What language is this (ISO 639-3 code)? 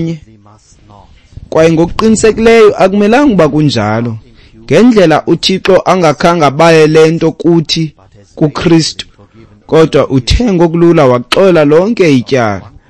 xho